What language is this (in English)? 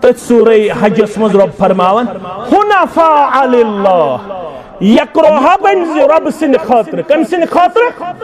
Kashmiri